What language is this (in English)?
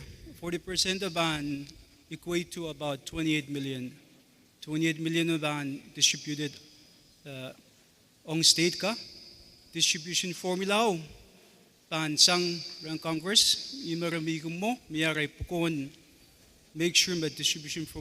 Pohnpeian